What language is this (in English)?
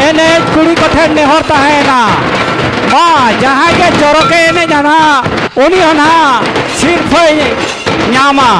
Santali